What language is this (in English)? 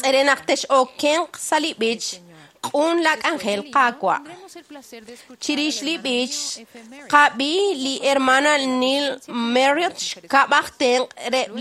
Kekchí